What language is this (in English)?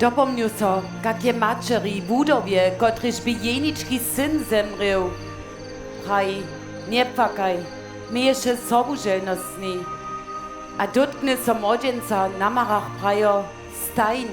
Upper Sorbian